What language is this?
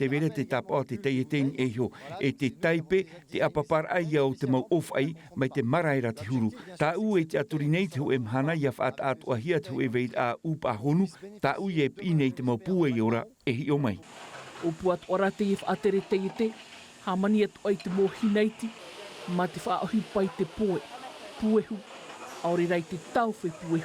Tahitian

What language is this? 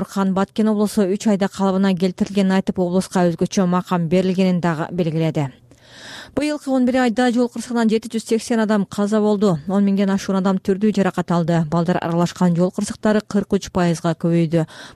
Kyrgyz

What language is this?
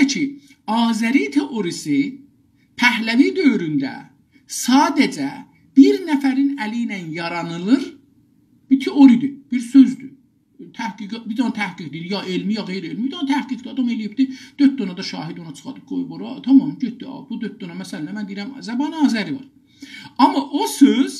South Azerbaijani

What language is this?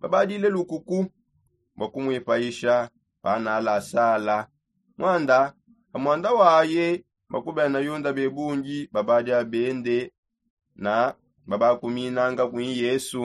Songe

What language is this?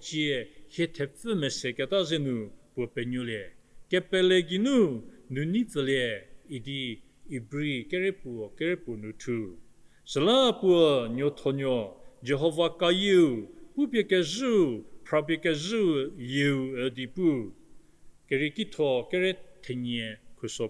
Angami Naga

